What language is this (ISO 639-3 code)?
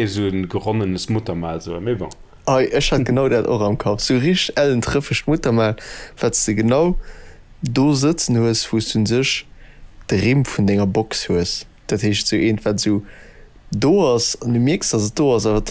ltz